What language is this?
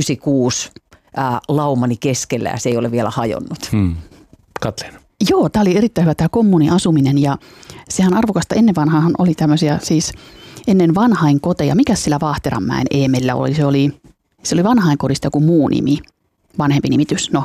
Finnish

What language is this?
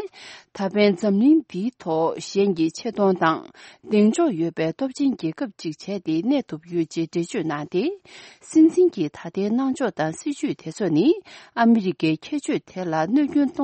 Tibetan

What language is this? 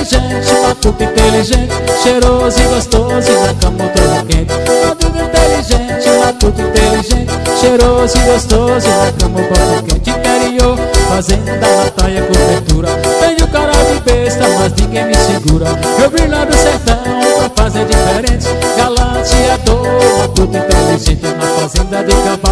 Portuguese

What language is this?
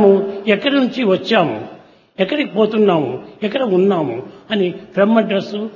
Telugu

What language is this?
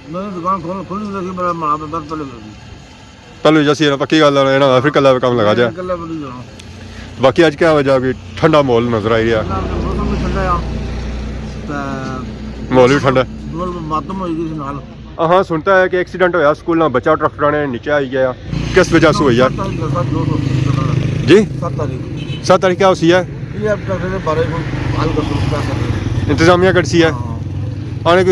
Pahari-Potwari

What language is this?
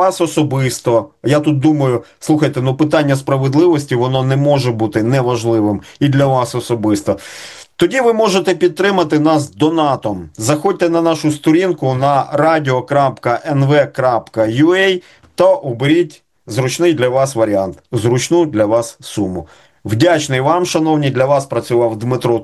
Ukrainian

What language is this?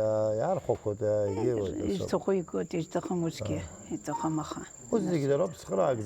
Abkhazian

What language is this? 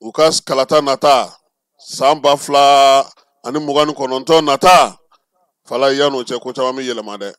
Bambara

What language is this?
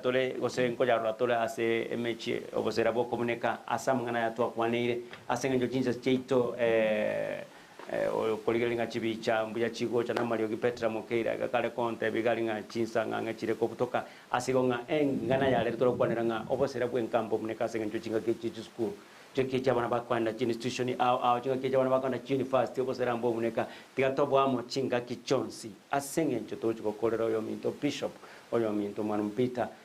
Gusii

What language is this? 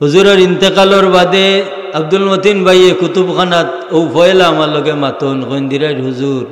Sylheti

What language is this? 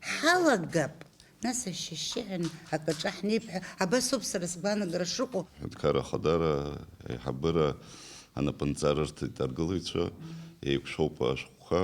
Abkhazian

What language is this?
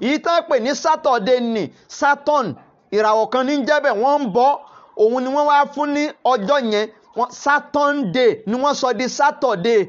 Yoruba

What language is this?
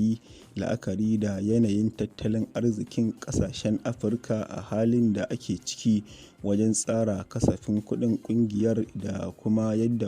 Hausa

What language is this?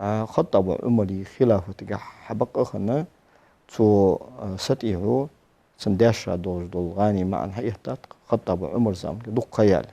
Ingush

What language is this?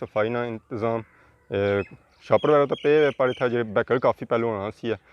Pahari-Potwari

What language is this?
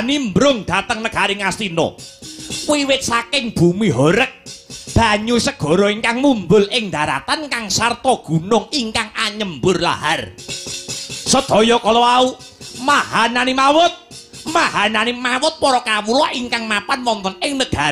Javanese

